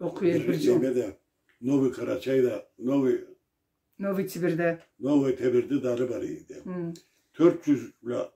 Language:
Karachay-Balkar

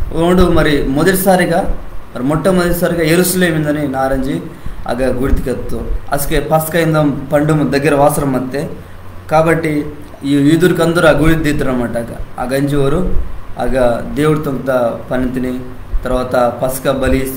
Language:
Koya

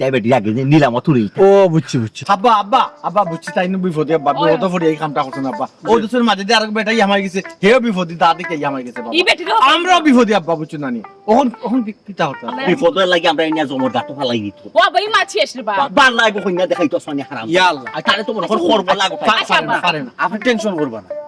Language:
Sylheti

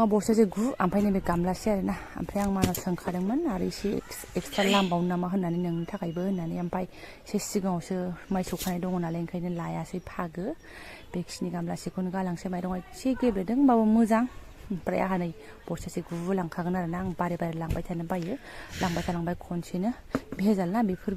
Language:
Bodo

